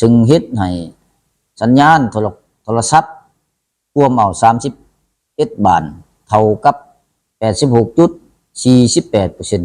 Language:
Lao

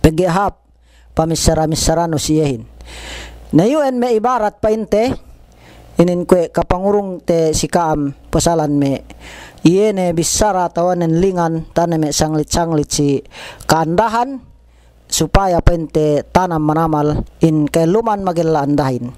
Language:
Yakan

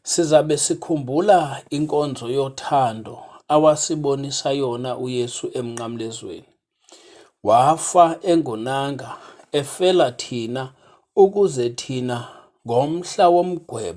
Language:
Xhosa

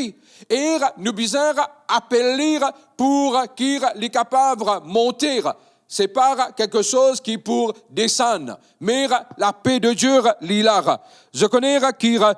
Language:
Morisyen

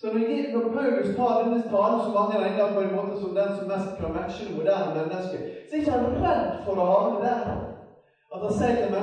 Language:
Norwegian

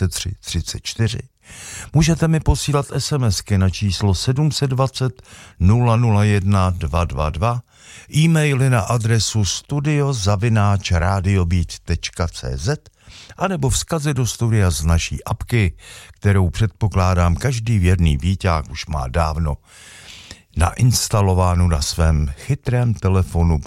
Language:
Czech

